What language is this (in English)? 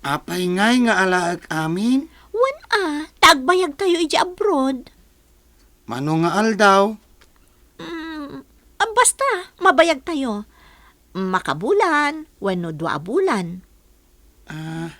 Iloko